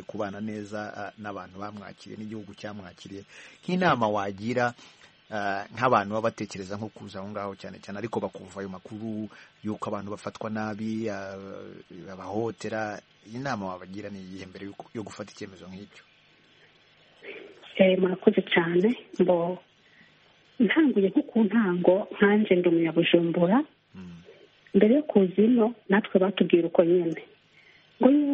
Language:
Kinyarwanda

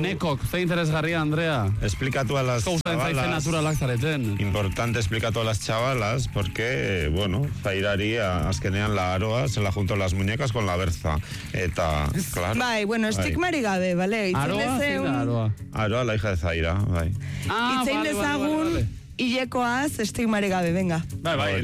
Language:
Basque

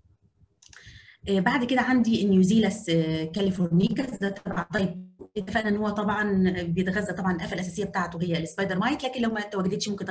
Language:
Egyptian Arabic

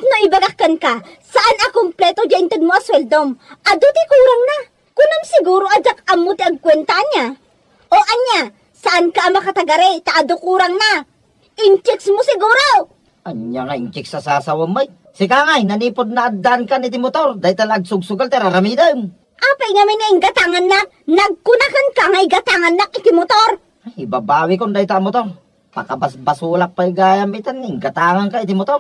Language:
Iloko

